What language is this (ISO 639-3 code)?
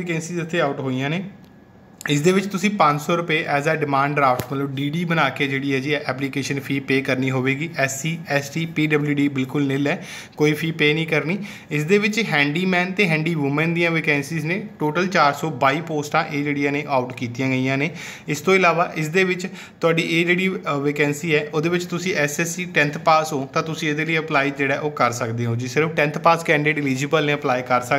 pan